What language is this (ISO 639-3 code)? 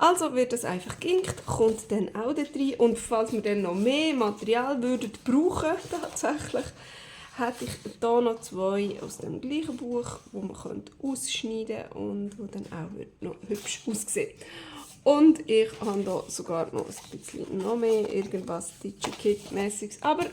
gsw